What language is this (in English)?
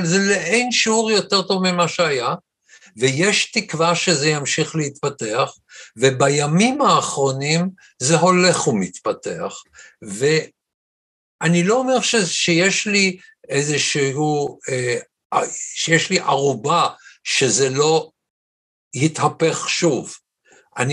Hebrew